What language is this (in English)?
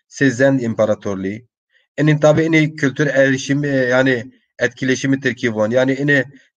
Zaza